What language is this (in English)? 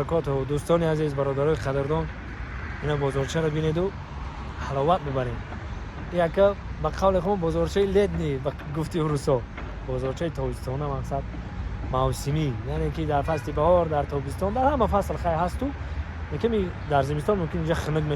Tajik